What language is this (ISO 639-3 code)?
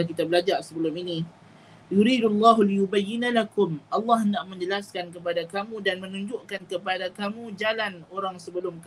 msa